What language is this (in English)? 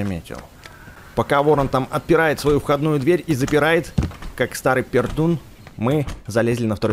Russian